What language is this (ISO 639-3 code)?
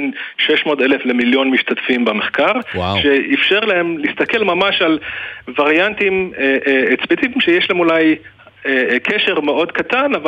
heb